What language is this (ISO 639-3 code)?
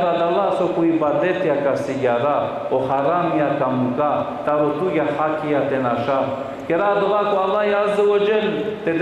rmn